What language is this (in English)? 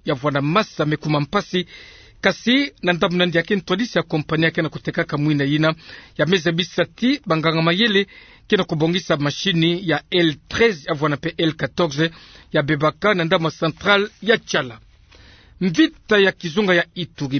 Kituba (Democratic Republic of Congo)